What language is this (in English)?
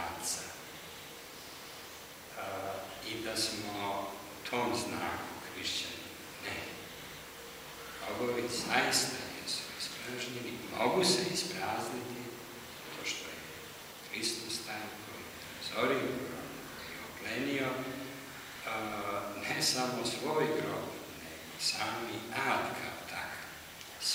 Serbian